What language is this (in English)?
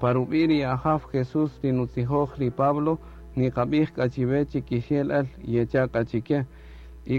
Kaqchikel